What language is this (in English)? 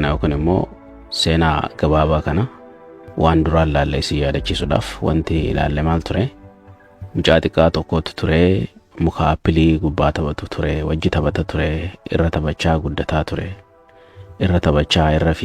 Oromo